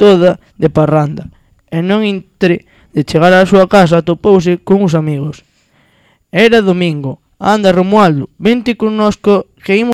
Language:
Galician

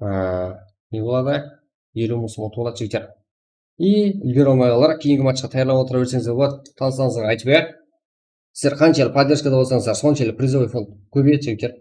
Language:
Kara-Kalpak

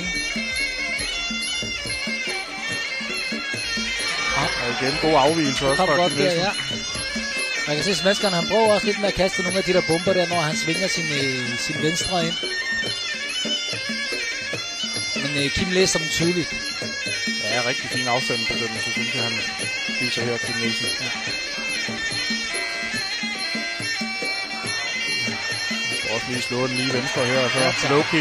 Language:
Danish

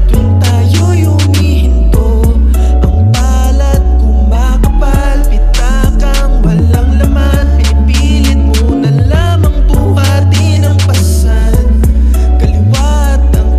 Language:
Filipino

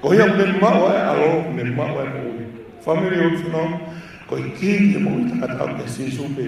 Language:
Tongan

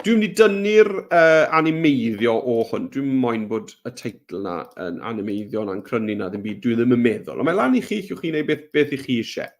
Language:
Welsh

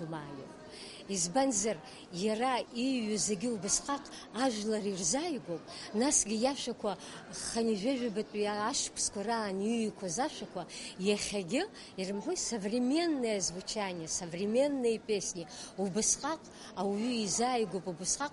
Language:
Abkhazian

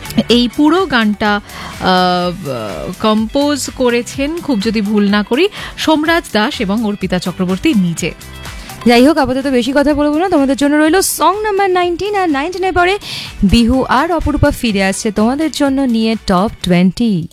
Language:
Bangla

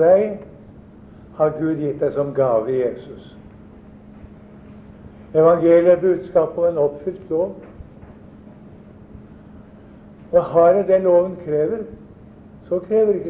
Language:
Norwegian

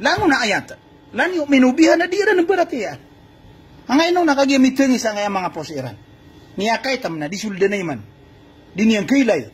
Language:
Maranao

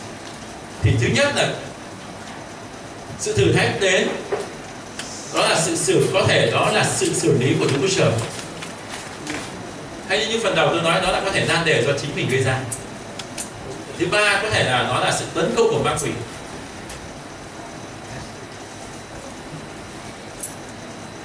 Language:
Vietnamese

